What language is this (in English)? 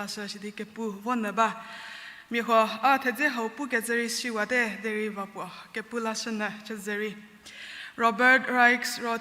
Angami Naga